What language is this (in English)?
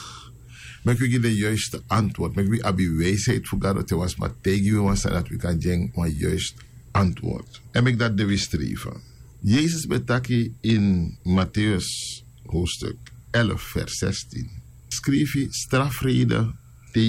Sranan Tongo